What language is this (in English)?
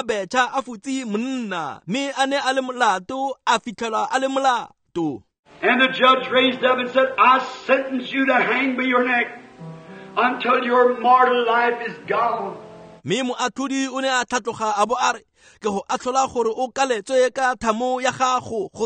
Tswana